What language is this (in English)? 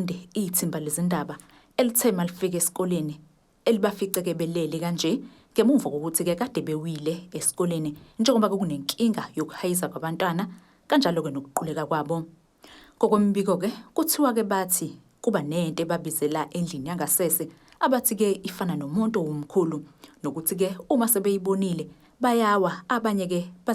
Zulu